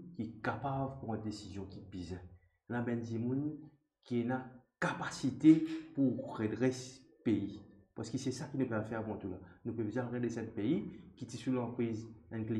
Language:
Morisyen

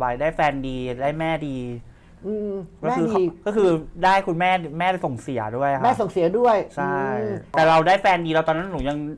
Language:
Thai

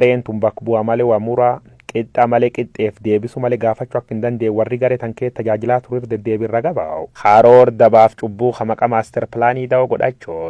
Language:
Oromo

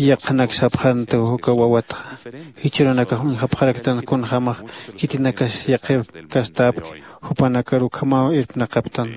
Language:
Aymara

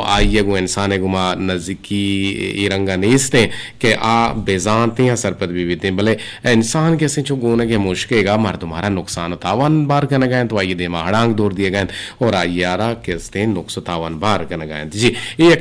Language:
Eastern Balochi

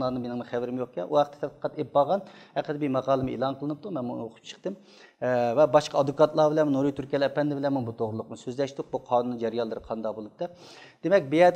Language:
Uyghur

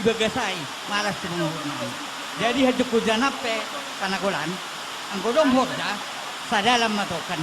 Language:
Batak Simalungun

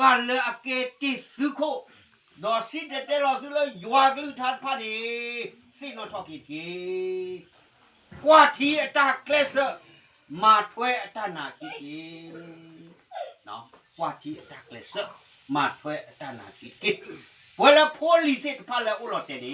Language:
S'gaw Karen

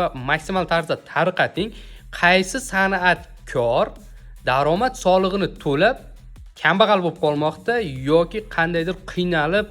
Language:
Uzbek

